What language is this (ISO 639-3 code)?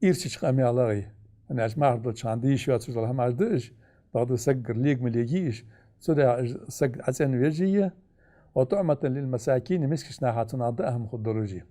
inh